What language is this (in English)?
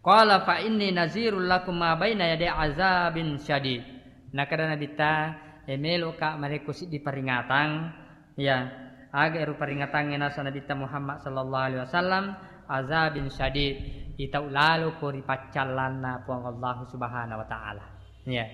Buginese